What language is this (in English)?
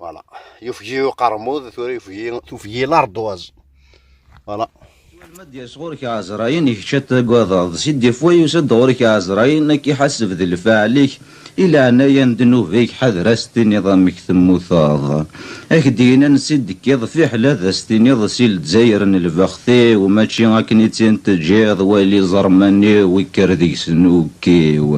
Kabyle